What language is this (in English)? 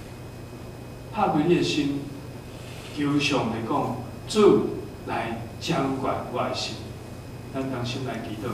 Min Nan Chinese